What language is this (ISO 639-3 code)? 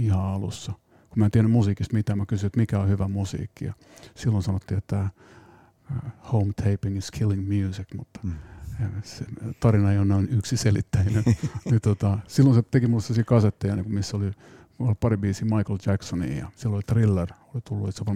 fin